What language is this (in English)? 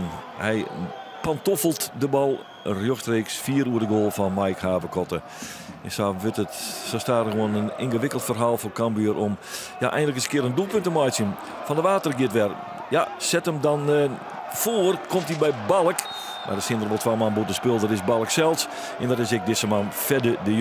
Western Frisian